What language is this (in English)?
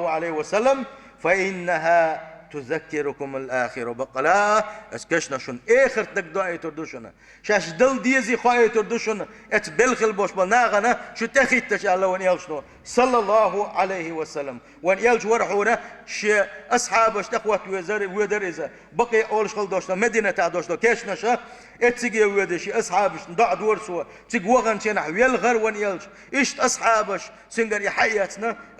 Chechen